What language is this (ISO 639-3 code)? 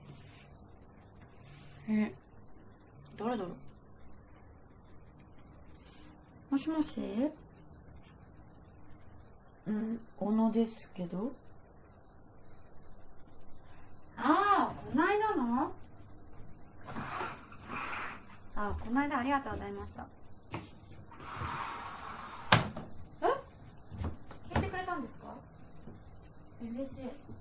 jpn